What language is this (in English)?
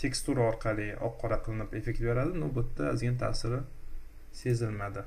Uzbek